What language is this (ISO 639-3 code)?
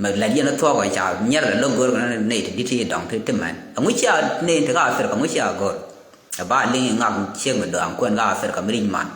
nus